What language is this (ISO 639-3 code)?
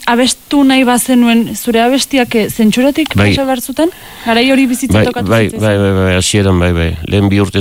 eus